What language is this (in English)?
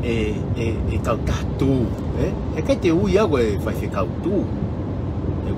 Tongan